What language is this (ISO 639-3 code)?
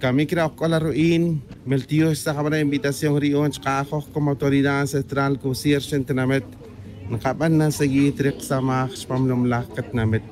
tzj